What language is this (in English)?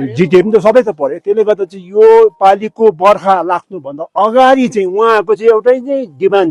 Nepali